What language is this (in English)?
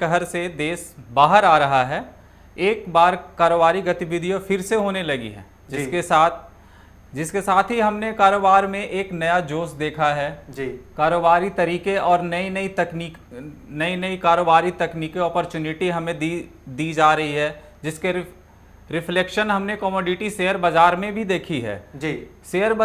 Hindi